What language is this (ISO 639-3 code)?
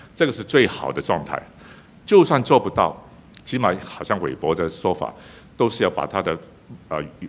zho